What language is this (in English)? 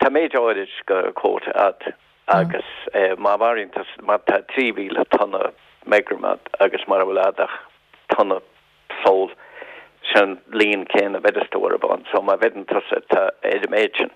Irish